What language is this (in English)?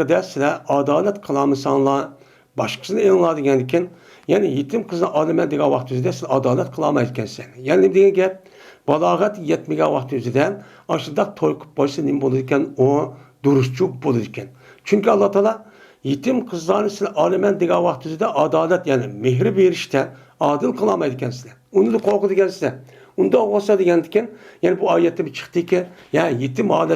Uyghur